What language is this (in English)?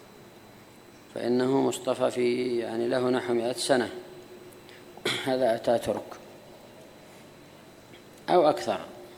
Arabic